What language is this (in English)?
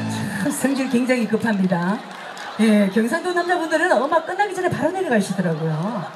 Korean